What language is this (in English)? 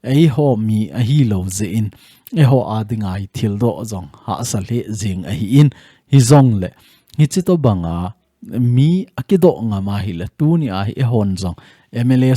Thado Chin